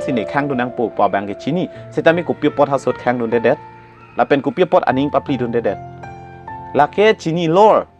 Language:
Karbi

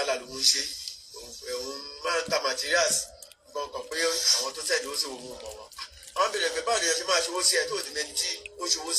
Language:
Yoruba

